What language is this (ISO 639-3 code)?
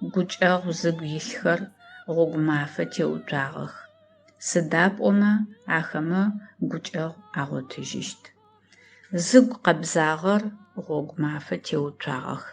ady